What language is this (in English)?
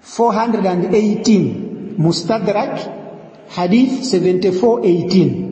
Nyanja